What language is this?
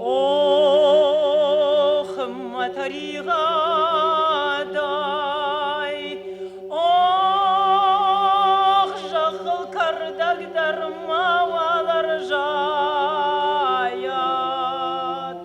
Ossetic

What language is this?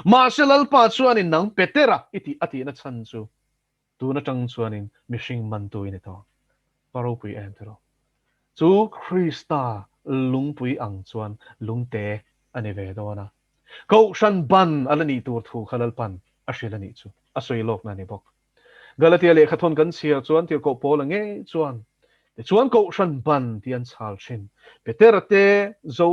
Mizo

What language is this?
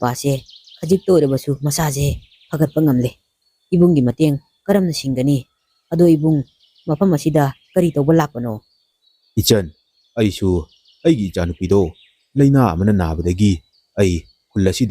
Manipuri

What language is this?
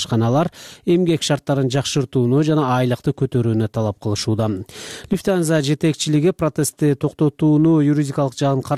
Kyrgyz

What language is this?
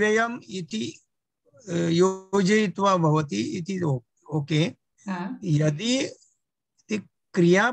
Sanskrit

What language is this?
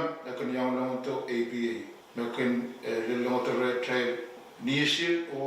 Pohnpeian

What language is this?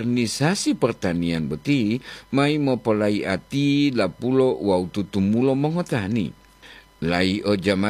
Gorontalo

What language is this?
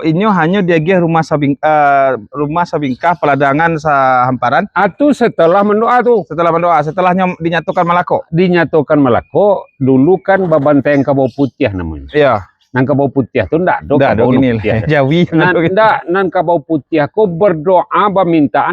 Minangkabau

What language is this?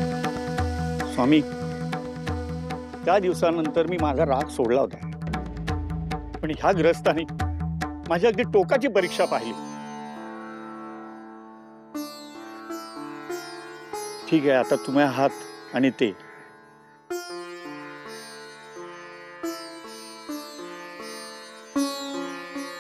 Marathi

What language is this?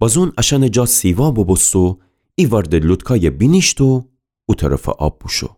Gilaki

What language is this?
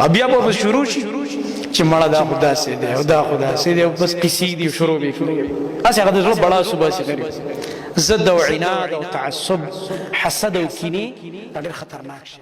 Pashto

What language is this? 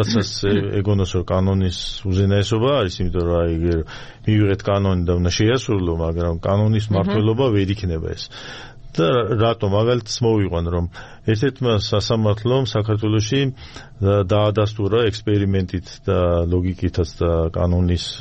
Georgian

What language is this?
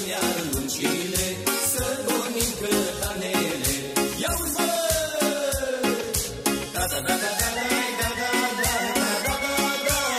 Romanian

